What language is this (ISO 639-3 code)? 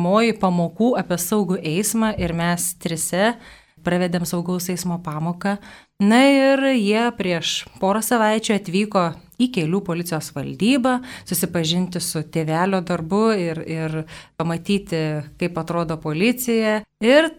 lit